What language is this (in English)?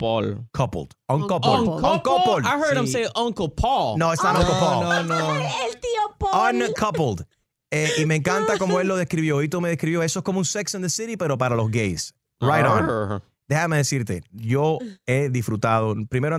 Spanish